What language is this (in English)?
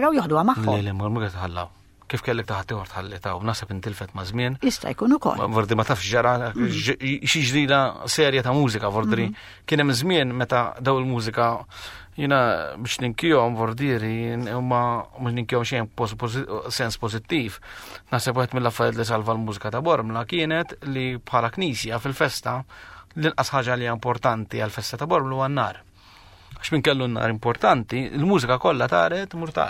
Maltese